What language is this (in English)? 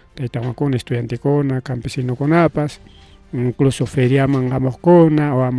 Ayacucho Quechua